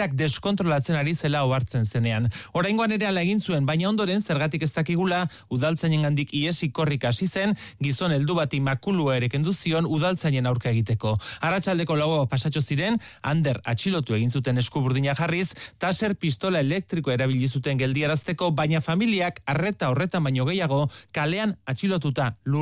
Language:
Basque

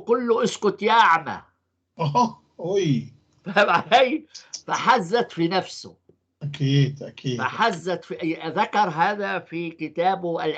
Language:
North Levantine Arabic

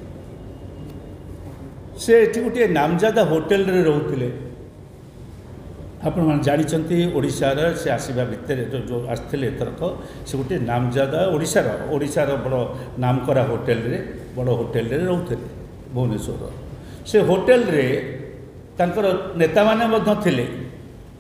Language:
Odia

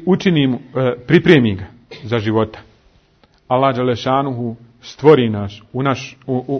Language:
Bosnian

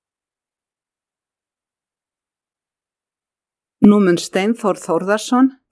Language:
Icelandic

